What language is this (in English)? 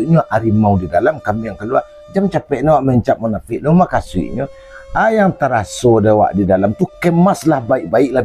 Minangkabau